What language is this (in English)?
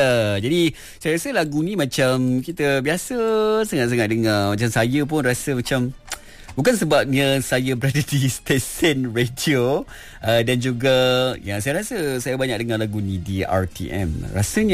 Malay